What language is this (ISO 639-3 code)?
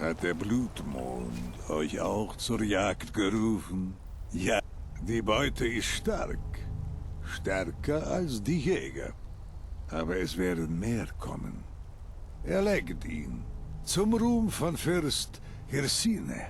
bar